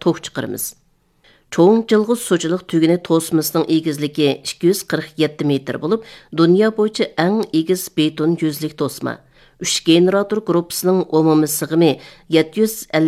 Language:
Uyghur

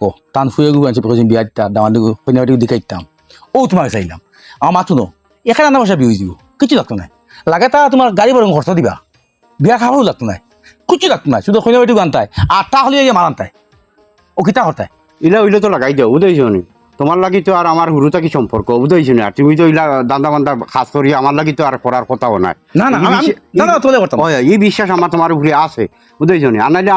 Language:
Sylheti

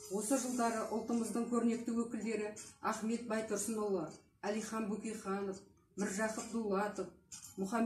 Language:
Kazakh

